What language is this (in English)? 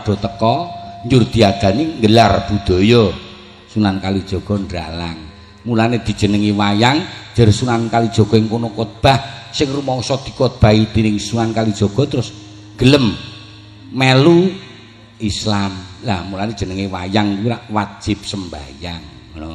Javanese